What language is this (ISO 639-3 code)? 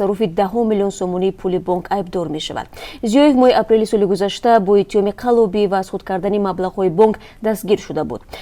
tgk